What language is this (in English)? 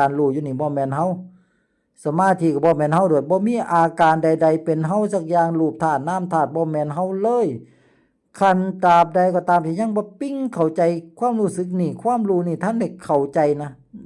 Lao